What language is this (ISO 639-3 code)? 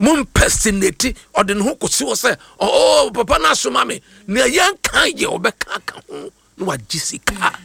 aka